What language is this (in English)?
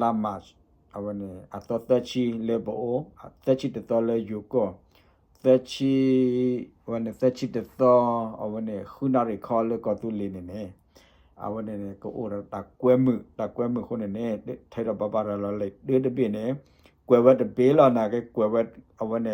S'gaw Karen